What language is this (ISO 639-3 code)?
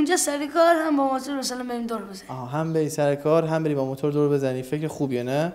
fas